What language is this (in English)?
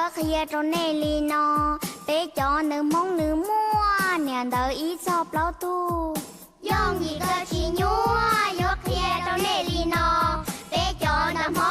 Hmong